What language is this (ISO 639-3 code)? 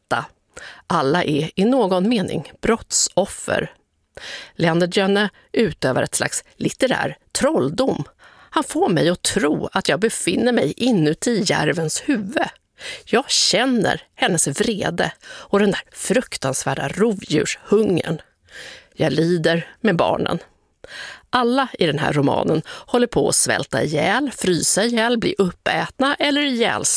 swe